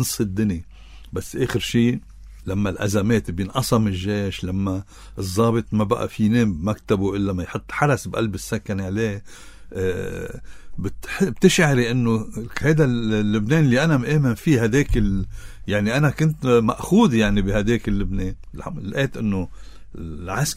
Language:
North Levantine Arabic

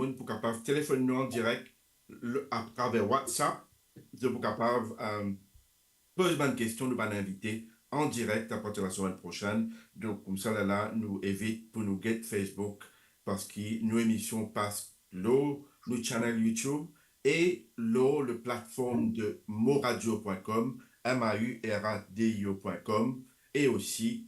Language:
Morisyen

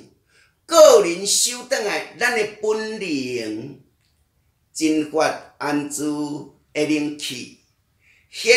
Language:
Min Nan Chinese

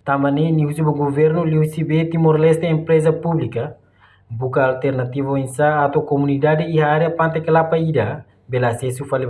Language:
Tetum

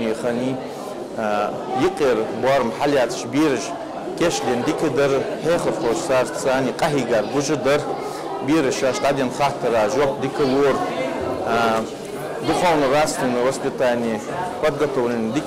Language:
Ingush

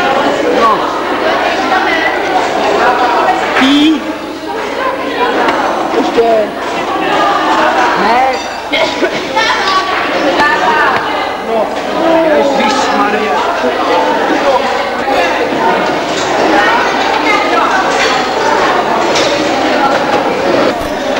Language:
Czech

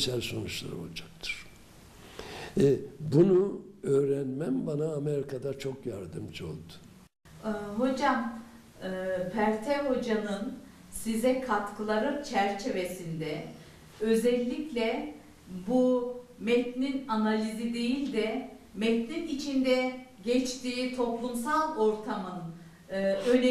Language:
Turkish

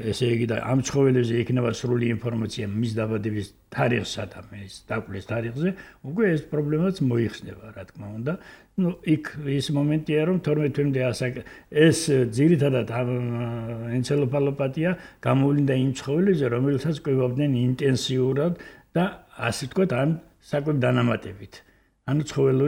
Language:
Georgian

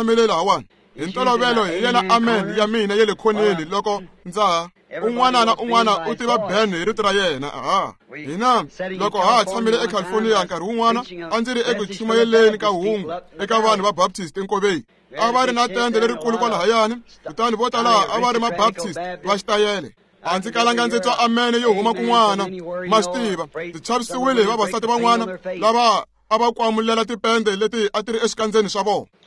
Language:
Tsonga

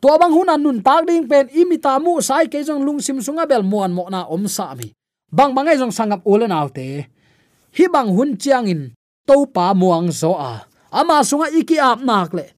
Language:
Tedim Chin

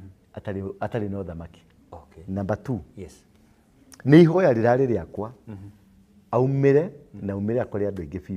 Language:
Kikuyu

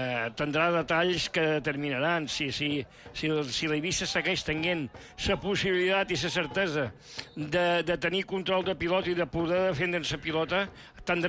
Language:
Catalan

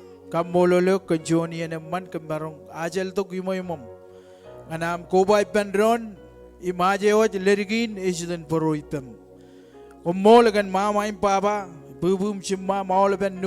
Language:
Marshallese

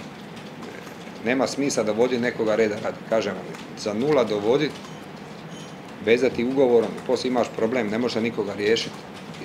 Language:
Croatian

